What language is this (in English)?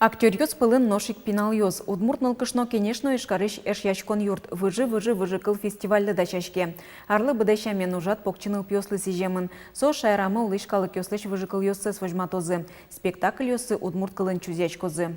Udmurt